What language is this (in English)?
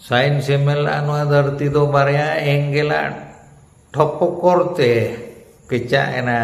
Santali